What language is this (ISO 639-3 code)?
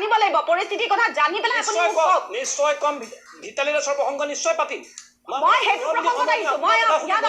asm